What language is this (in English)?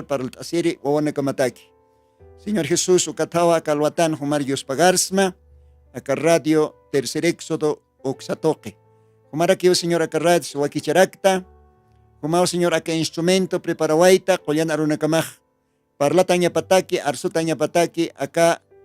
Aymara